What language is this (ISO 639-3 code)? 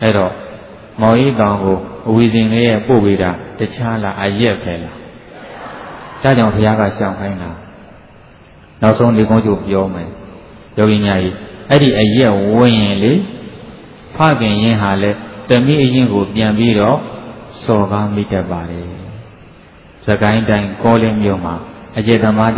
mya